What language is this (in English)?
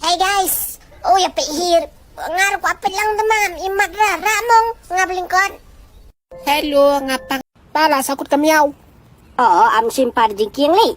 Khasi